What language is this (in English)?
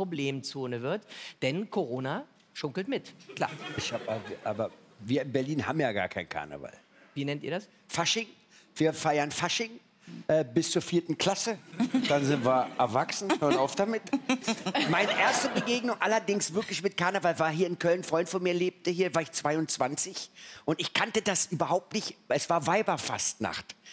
German